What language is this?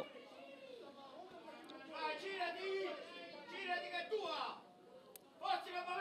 Italian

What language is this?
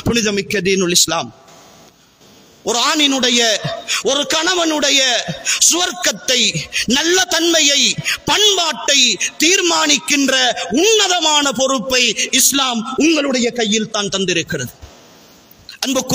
Tamil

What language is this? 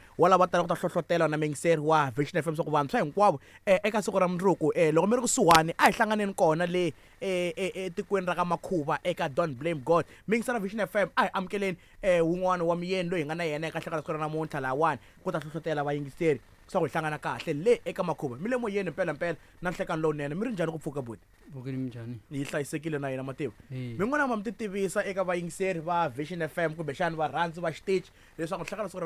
Tsonga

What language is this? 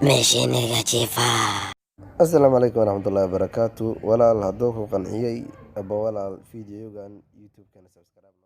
Somali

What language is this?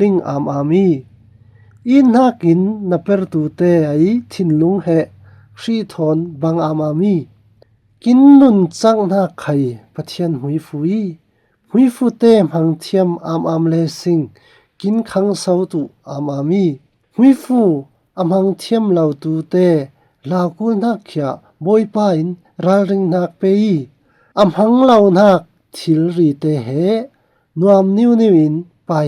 Falam Chin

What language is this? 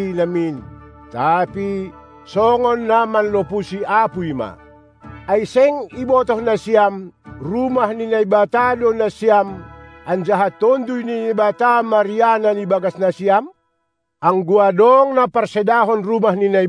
Batak Simalungun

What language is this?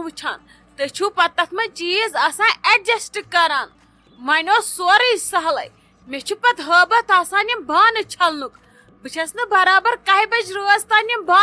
Kashmiri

